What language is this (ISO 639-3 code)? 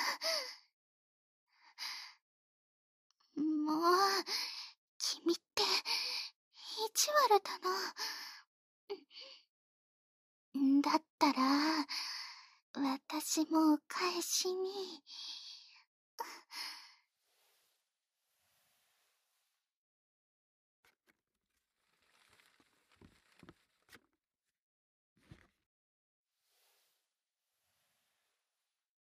jpn